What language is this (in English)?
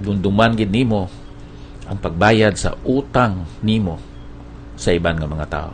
Hiligaynon